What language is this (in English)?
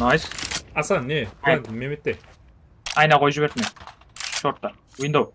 Kara-Kalpak